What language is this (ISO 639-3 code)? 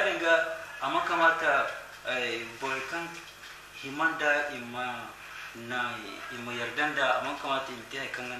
dje